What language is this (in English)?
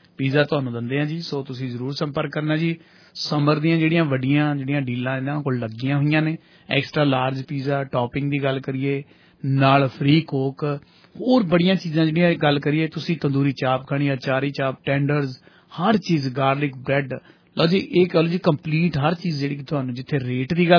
Punjabi